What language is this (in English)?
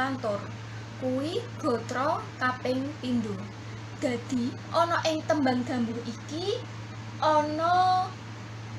Javanese